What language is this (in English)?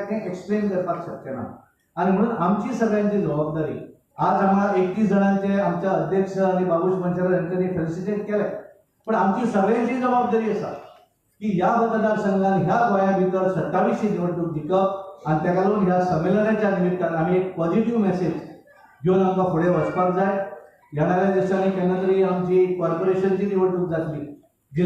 Konkani